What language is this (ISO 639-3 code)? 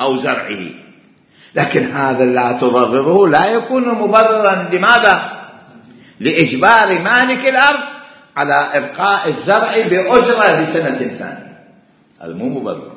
acm